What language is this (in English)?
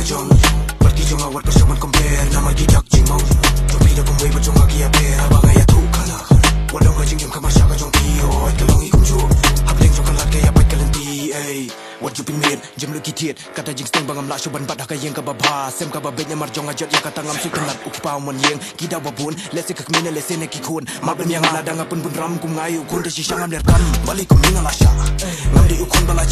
Khasi